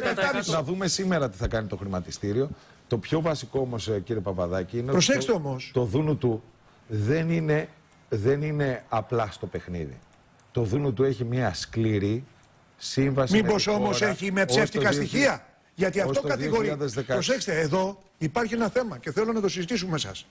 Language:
Greek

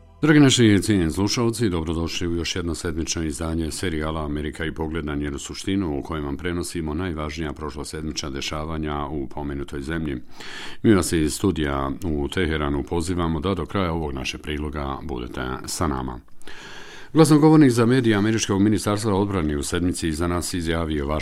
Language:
Bosnian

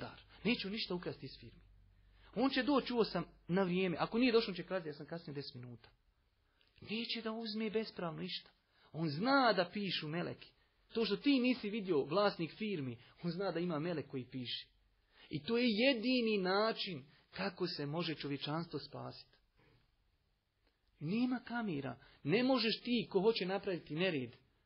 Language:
Bosnian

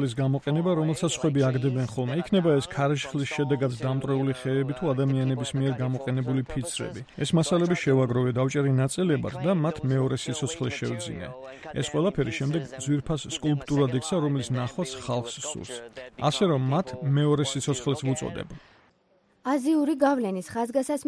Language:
Georgian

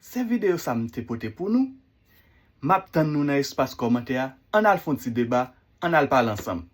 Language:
Haitian Creole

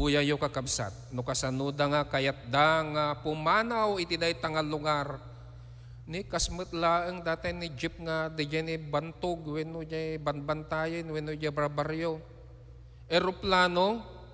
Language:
Iloko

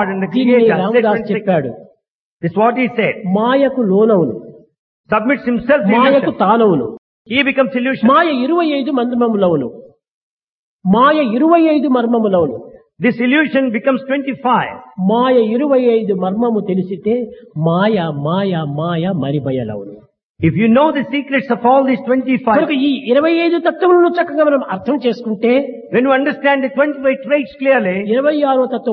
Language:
Telugu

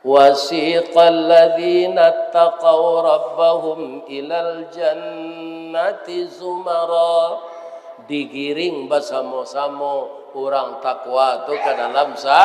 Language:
Minangkabau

